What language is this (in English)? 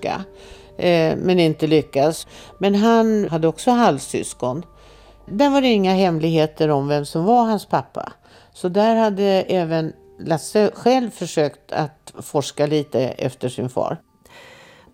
Swedish